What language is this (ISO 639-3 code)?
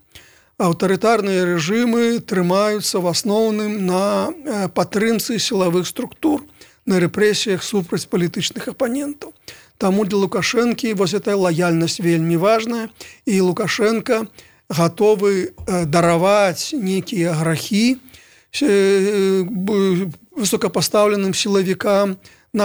bel